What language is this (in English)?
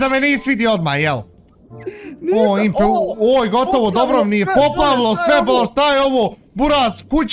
Bosnian